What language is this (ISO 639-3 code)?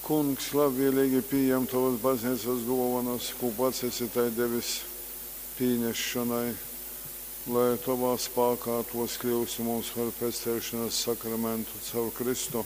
ltg